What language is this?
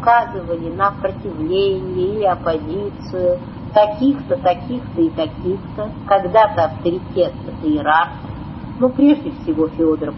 Russian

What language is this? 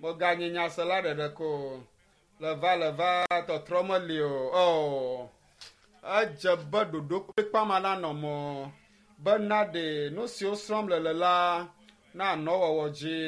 Ewe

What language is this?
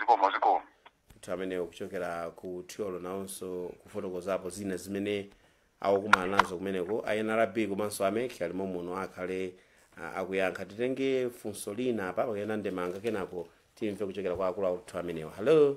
Nyanja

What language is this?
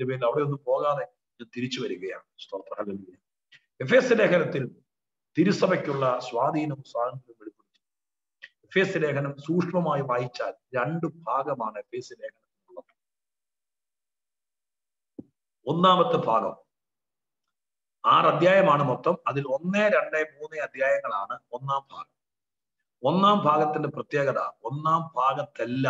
Malayalam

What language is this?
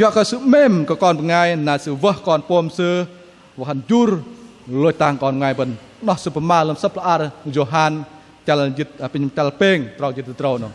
Bahnar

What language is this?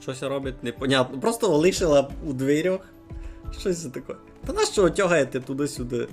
Rusyn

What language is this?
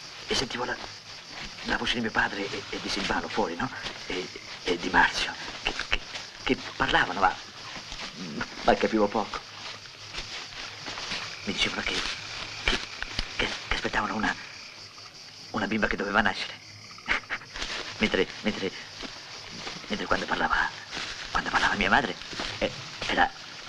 Italian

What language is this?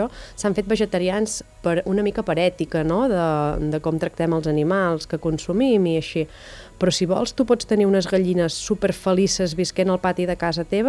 Catalan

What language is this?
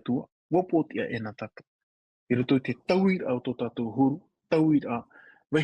Tahitian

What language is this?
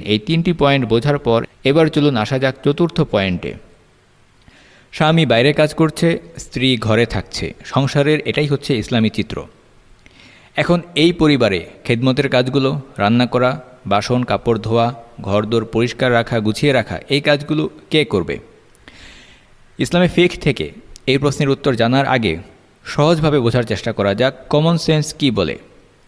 Bangla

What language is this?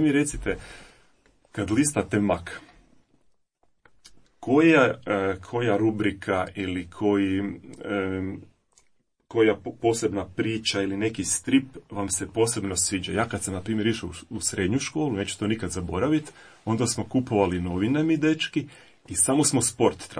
Croatian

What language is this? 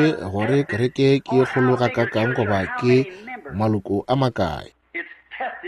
Northern Sotho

